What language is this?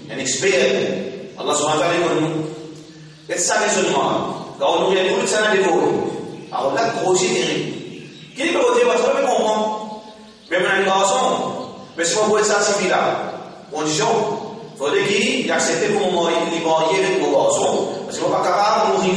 Morisyen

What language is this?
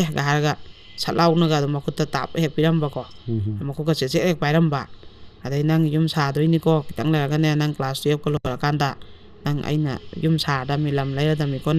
Manipuri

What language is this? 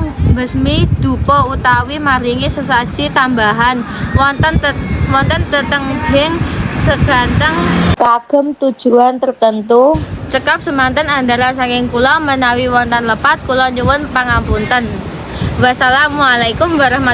Javanese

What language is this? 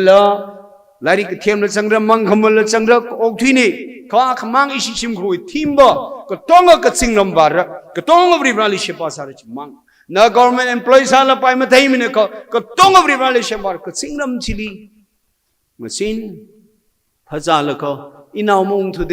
Tangkhul Naga (India)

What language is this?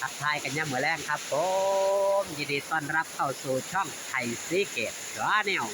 Northeastern Thai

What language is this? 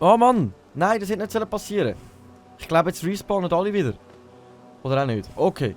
Swiss German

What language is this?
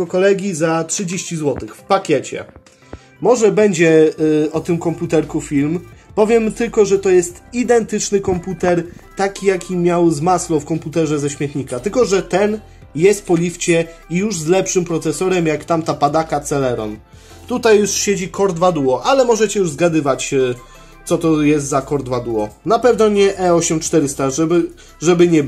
Polish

